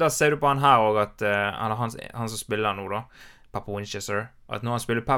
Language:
Norwegian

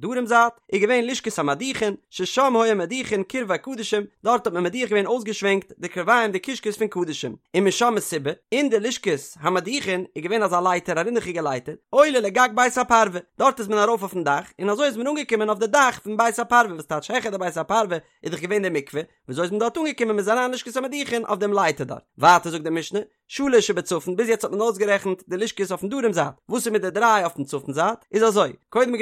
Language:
Yiddish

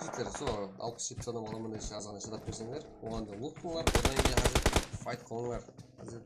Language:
Kara-Kalpak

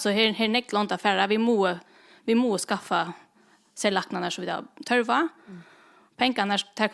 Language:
Faroese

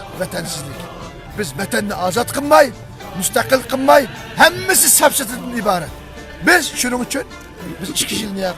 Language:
Uyghur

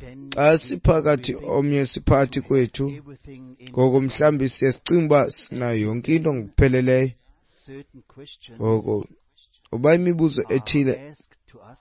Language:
Xhosa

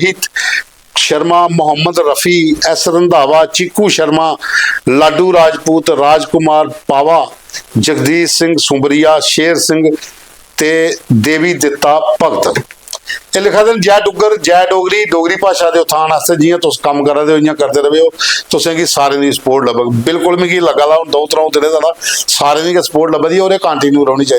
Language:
Dogri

